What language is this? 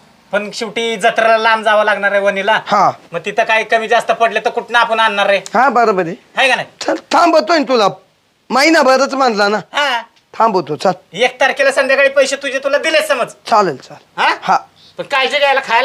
Marathi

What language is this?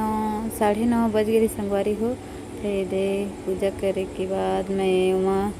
Chhattisgarhi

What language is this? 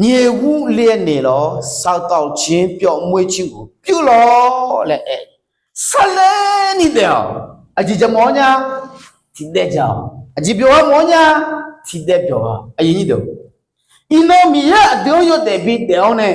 Akha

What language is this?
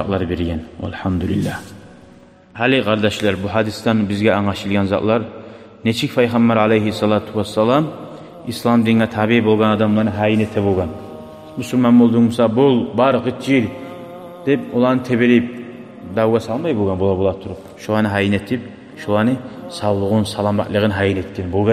Kumyk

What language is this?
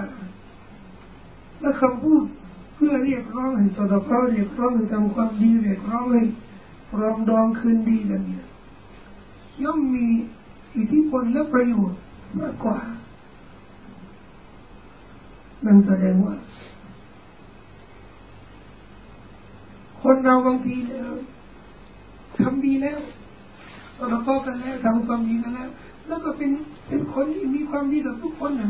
Thai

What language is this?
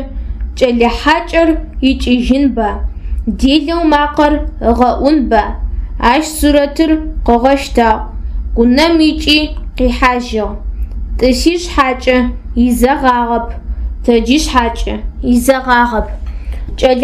Adyghe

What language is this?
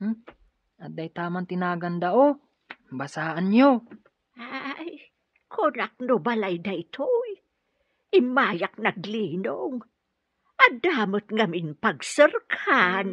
Iloko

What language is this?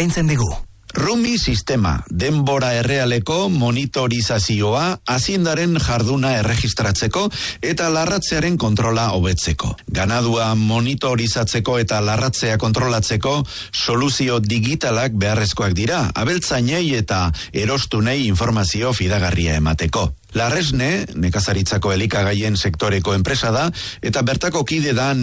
Basque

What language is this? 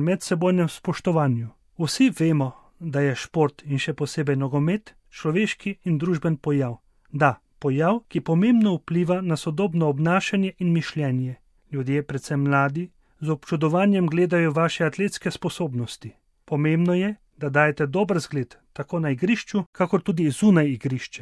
Slovenian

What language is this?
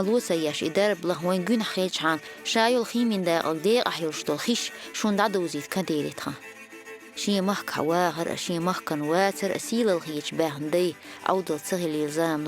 Chechen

